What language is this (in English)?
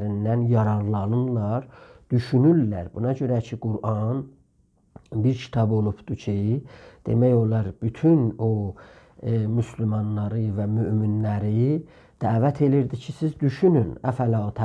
South Azerbaijani